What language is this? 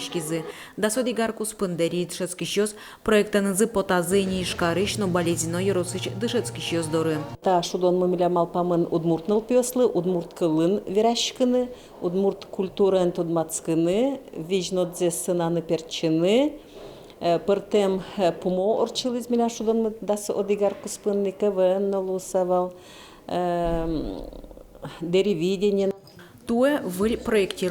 Udmurt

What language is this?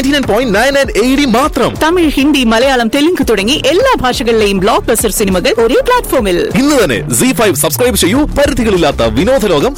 Malayalam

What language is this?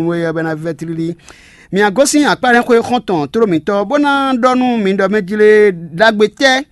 Fon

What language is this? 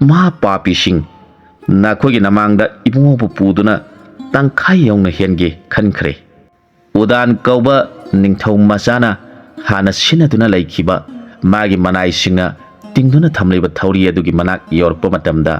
Manipuri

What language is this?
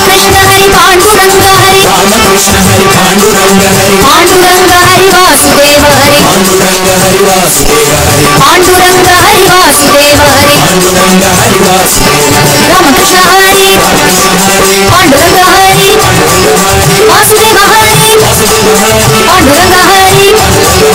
Marathi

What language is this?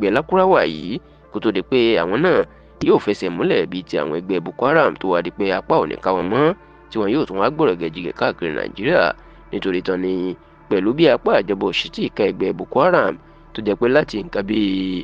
Yoruba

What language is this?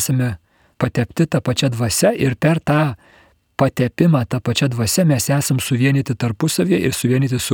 Lithuanian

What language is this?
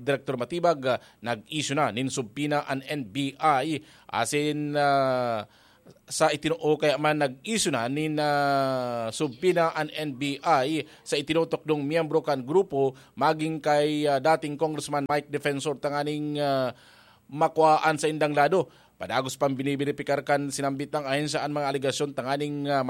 Bikol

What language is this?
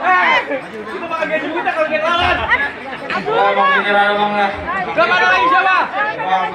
Betawi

